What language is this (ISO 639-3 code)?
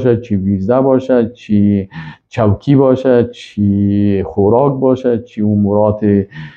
fas